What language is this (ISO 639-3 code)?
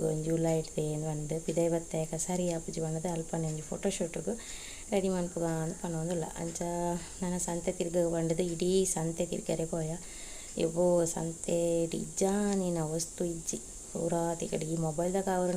tcy